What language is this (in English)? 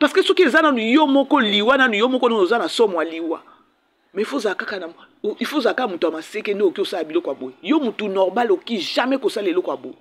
Lingala